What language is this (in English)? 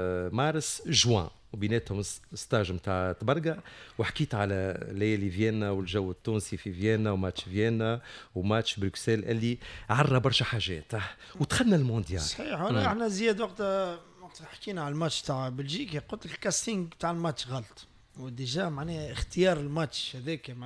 Tunisian Arabic